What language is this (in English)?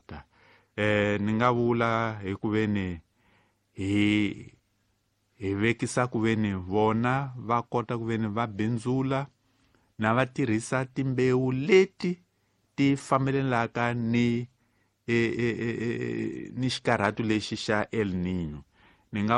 Tsonga